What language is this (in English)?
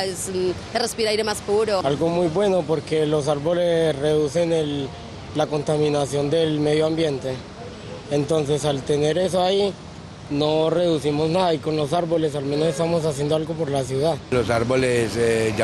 Spanish